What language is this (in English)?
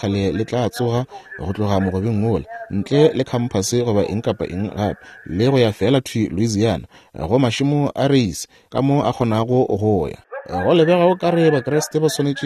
Northern Sotho